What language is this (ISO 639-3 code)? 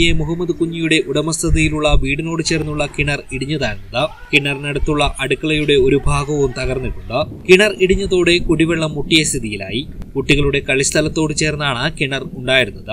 mal